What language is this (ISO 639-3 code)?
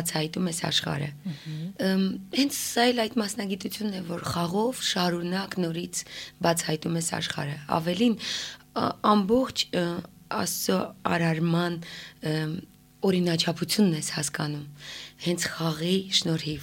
hye